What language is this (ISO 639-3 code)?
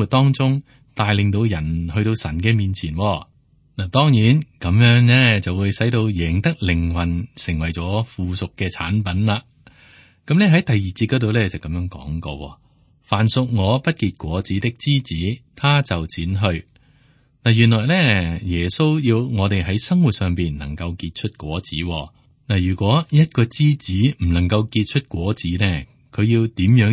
yue